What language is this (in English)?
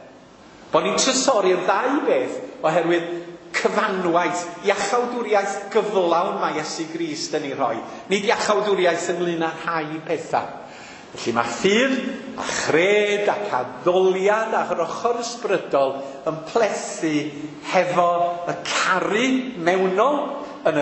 Welsh